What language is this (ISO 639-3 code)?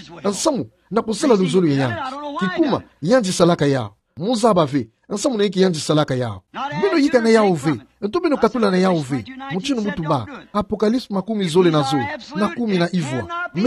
ktu